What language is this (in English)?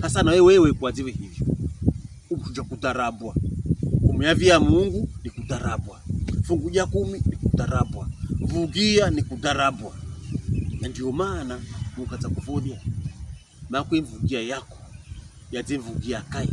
Pokomo